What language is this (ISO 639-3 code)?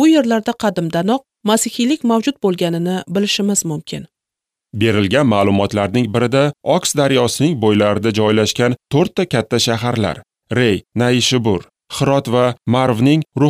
uzb